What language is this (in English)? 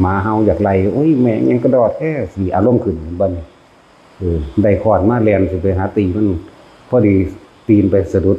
Northeastern Thai